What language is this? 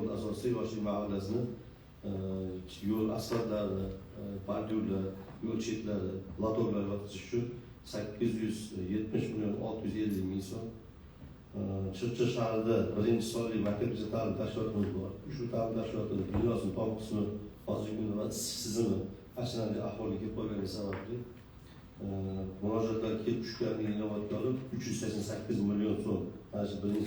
Uzbek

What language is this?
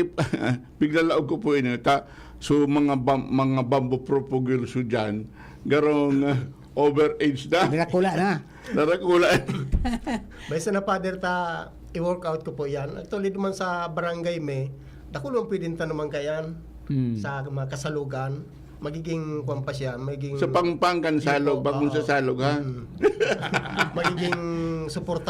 Bikol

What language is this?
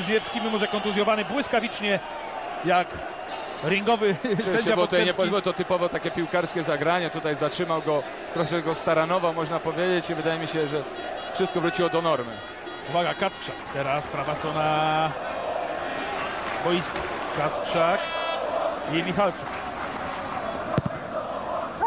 Polish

